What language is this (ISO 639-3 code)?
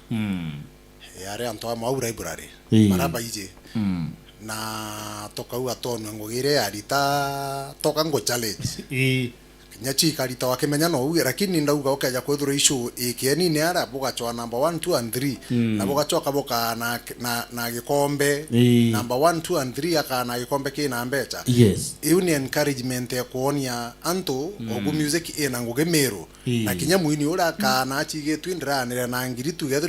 mer